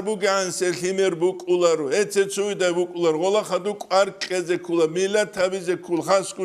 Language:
Avaric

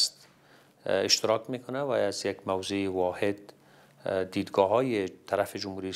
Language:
Persian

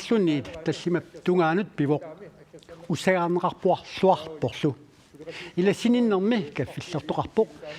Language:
Kalaallisut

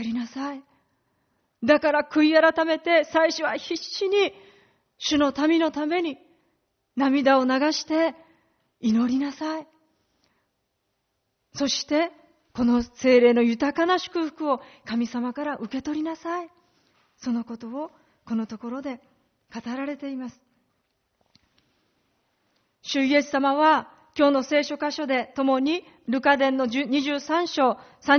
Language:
Japanese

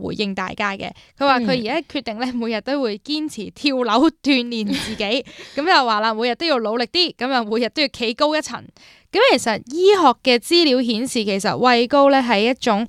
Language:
Cantonese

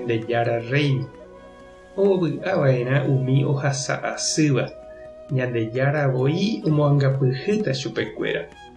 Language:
Guarani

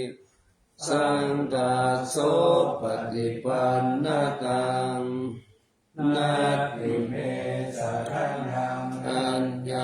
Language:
Pali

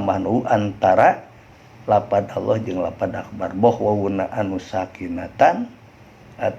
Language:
Sundanese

